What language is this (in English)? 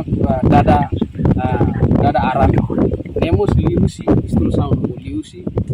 Tetum